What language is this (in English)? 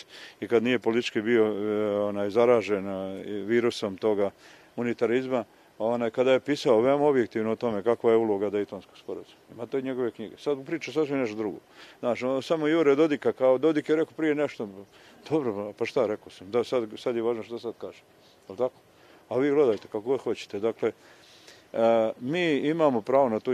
Bosnian